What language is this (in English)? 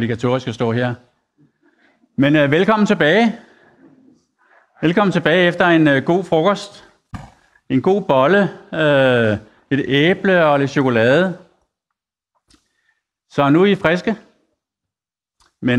Danish